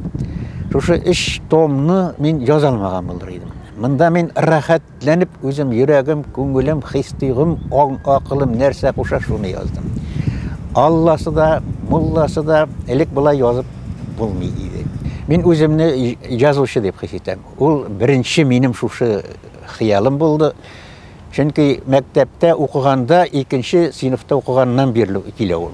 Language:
Bashkir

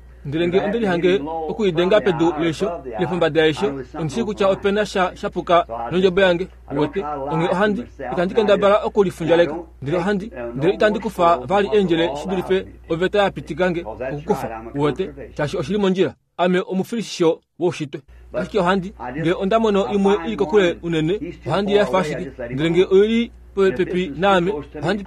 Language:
Kuanyama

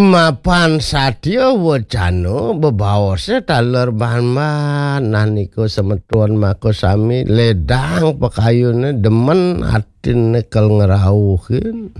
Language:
Balinese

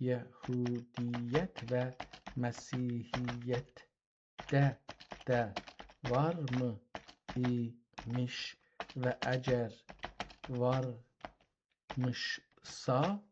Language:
South Azerbaijani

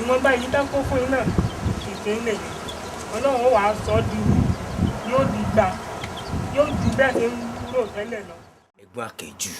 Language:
Yoruba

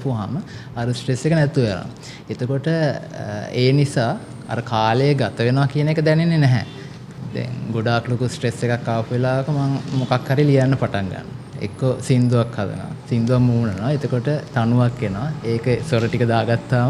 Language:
Sinhala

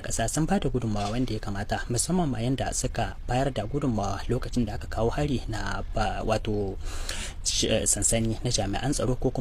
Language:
Hausa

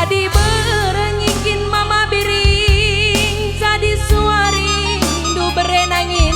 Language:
Batak Karo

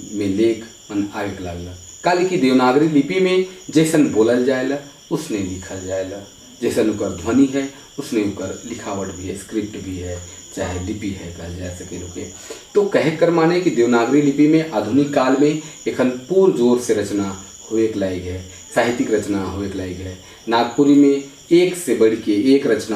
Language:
Sadri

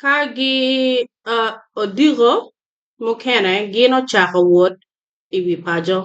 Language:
Acoli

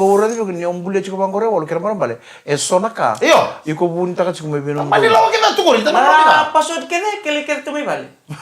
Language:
Fijian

